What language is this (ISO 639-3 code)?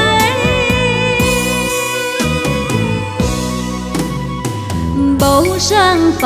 vie